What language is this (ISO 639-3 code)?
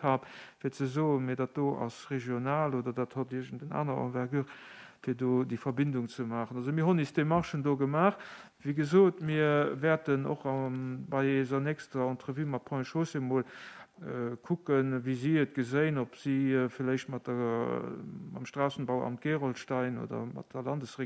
ltz